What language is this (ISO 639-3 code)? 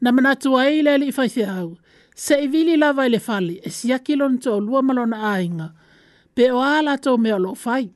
smo